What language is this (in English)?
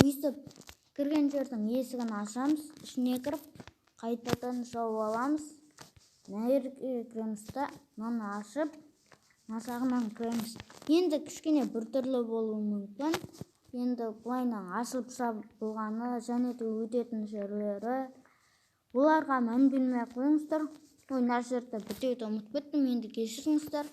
Kazakh